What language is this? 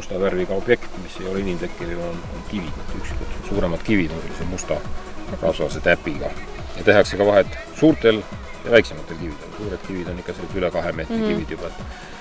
Estonian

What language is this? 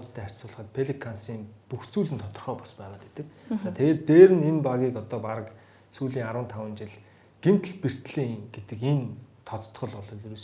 Mongolian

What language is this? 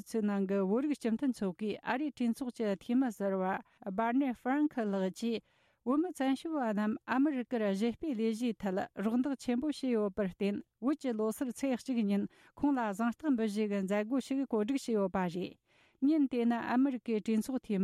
Tibetan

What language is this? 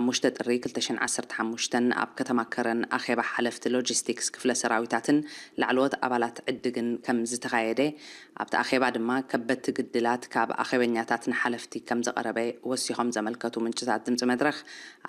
Tigrinya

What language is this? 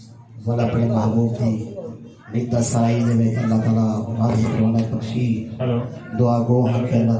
Saraiki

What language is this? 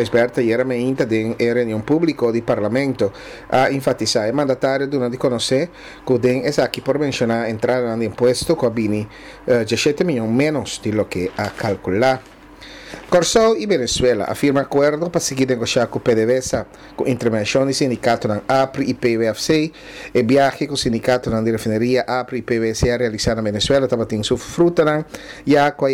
Papiamento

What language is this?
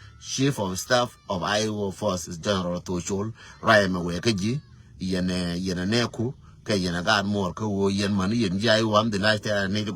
Nuer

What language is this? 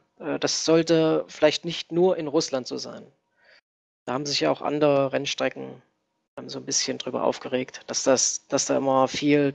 German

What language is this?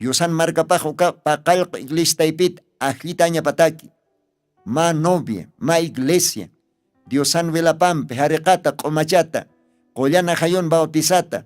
Aymara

